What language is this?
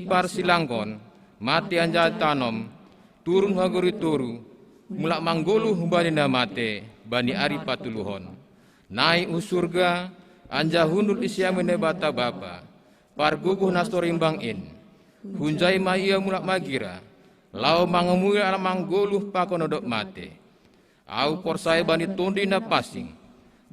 Batak Simalungun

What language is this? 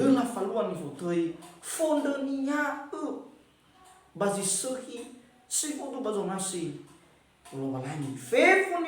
Nias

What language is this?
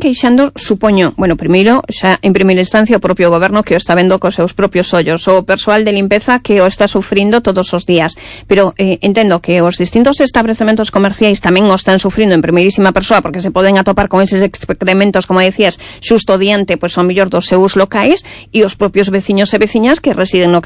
Galician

